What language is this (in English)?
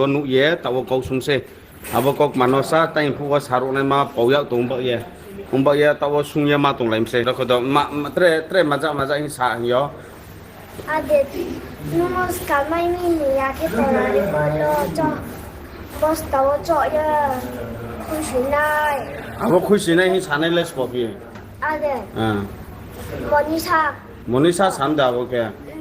Riang (India)